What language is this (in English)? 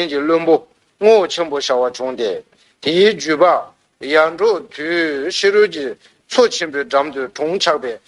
Tibetan